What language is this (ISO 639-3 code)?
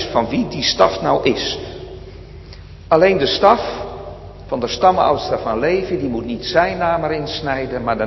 nld